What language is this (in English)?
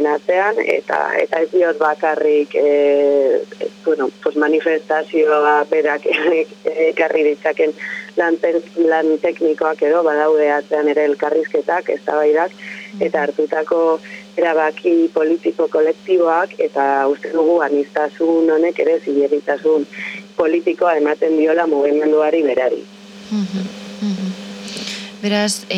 Basque